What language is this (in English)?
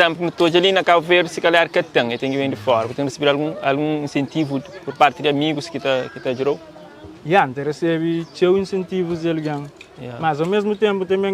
Kabuverdianu